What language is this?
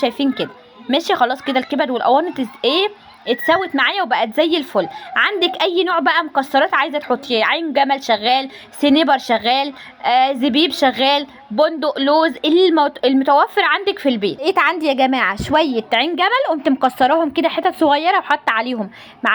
Egyptian Arabic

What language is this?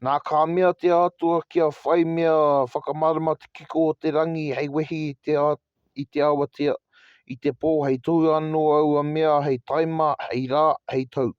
Māori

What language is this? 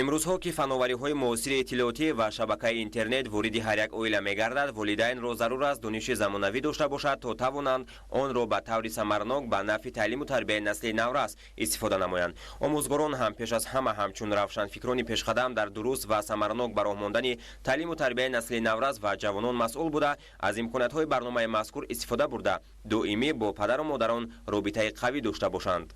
Tajik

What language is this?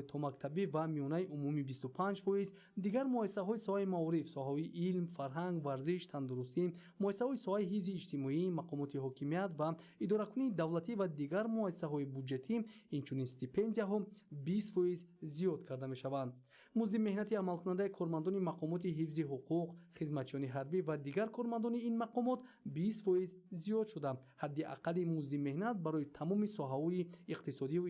Tajik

